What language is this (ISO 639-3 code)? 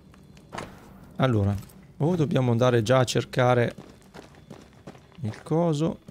ita